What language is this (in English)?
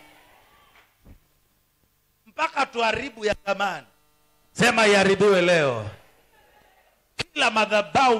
Swahili